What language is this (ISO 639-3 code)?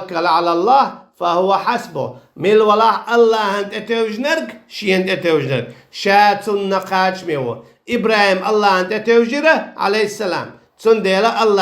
che